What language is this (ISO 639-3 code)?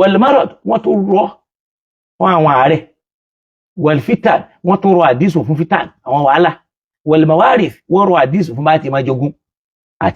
yor